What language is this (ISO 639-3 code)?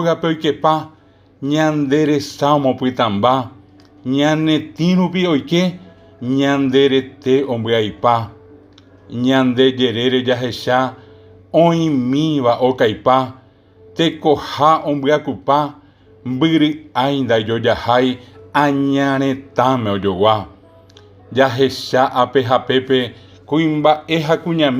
grn